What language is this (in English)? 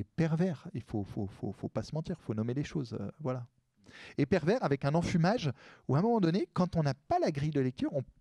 French